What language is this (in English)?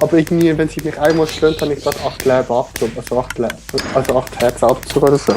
Swiss German